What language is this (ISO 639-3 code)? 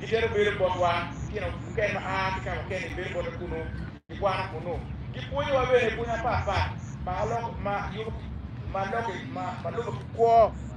ach